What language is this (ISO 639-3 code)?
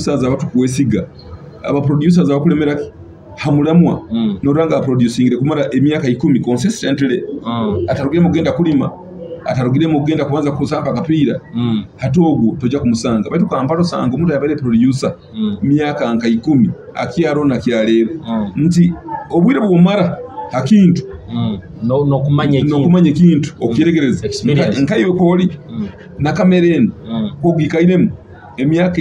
nyo